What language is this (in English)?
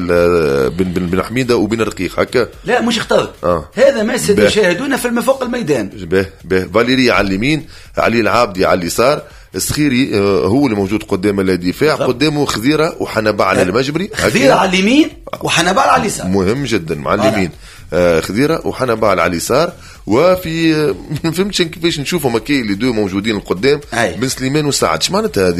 Tunisian Arabic